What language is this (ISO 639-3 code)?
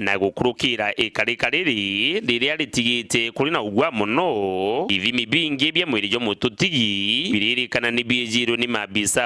mer